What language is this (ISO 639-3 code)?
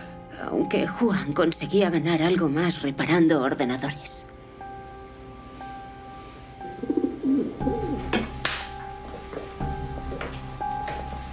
spa